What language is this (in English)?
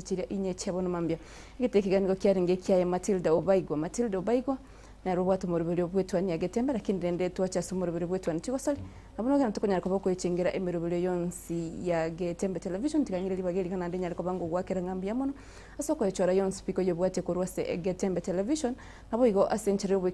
Gusii